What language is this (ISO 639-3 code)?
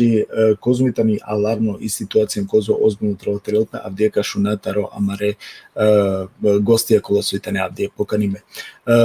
rmn